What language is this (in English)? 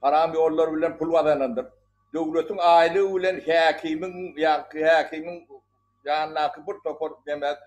Turkmen